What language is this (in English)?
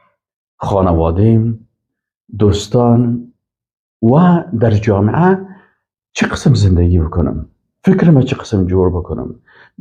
Persian